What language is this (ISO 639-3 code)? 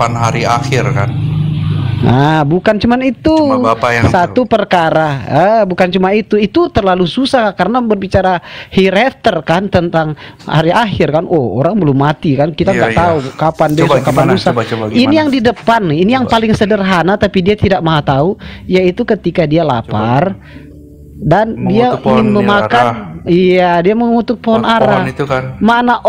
ind